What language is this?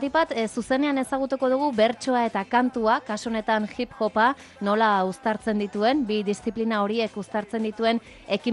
Basque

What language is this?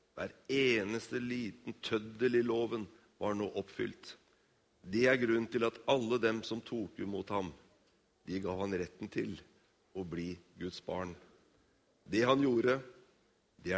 Norwegian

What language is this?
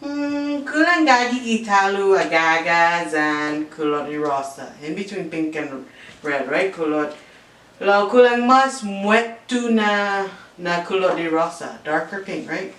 Chamorro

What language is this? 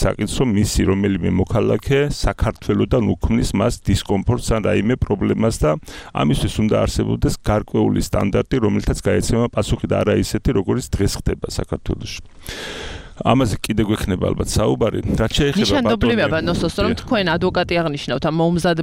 Georgian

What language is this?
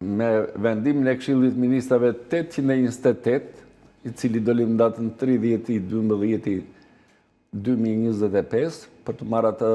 Albanian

